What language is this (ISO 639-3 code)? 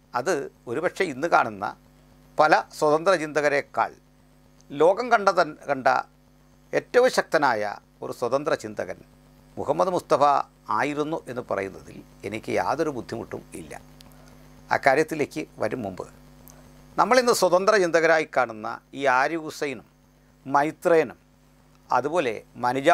mal